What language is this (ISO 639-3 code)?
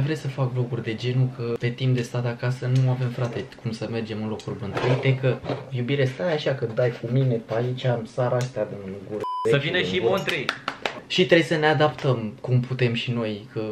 ron